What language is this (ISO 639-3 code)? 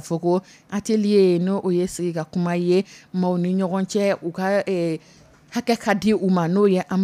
dyu